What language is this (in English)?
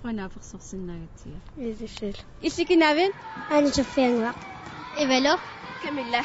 Kalaallisut